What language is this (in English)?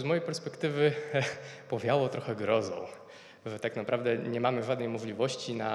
Polish